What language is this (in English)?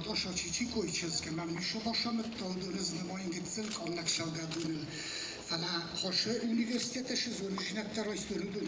Ossetic